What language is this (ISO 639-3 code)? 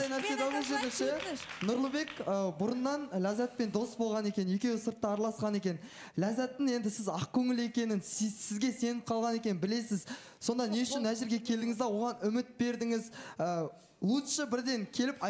kaz